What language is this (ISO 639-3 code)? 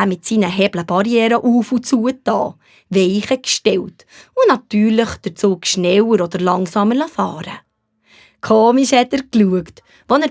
gsw